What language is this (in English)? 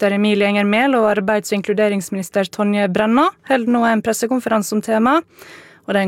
Norwegian